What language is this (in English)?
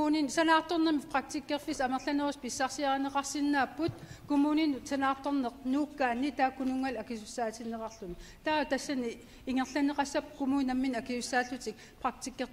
Kalaallisut